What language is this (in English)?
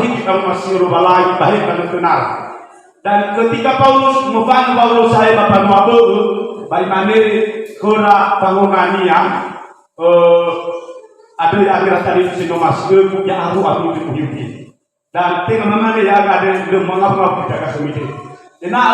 Nias